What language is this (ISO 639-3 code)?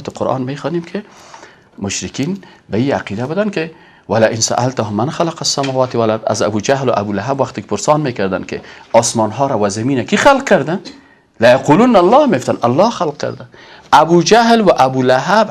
fas